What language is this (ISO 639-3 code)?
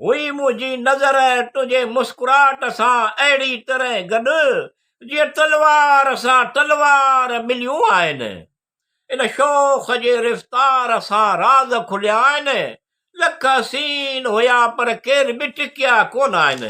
snd